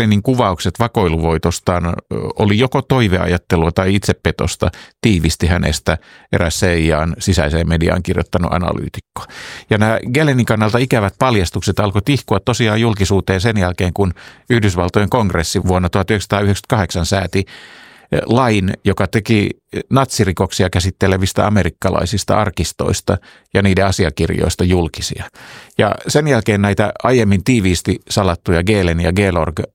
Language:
Finnish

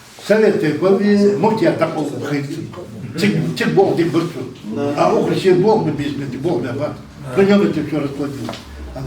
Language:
Ingush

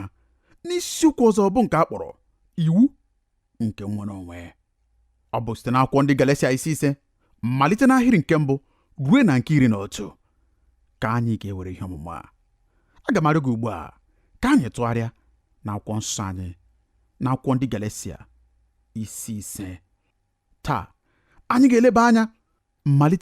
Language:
Igbo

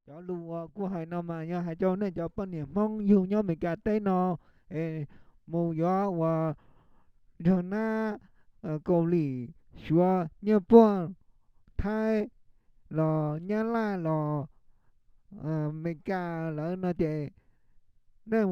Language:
Hmong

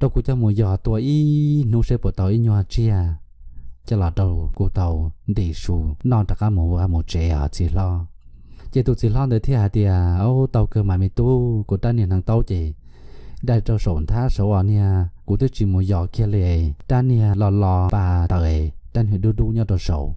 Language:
Hmong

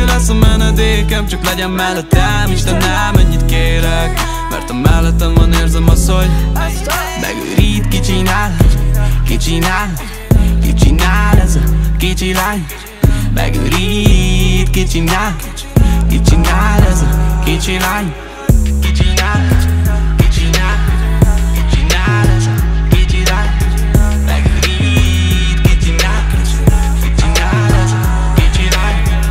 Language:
Hungarian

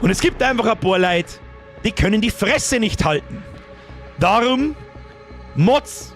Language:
Bavarian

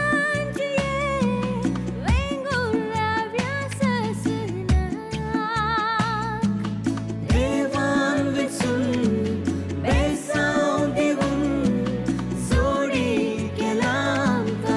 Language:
Konkani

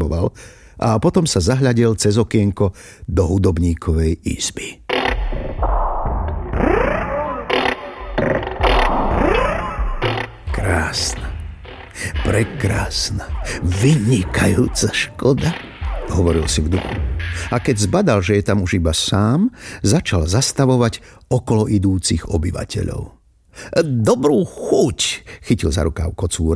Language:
Slovak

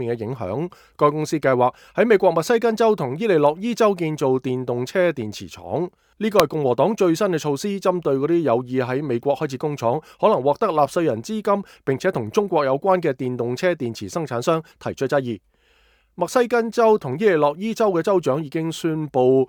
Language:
Cantonese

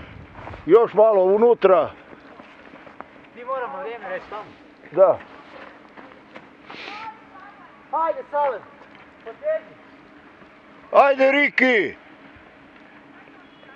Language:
Croatian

